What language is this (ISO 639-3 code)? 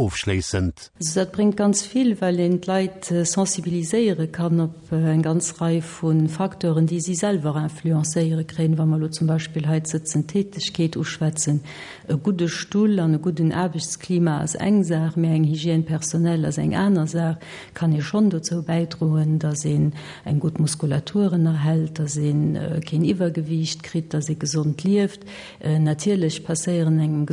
ltz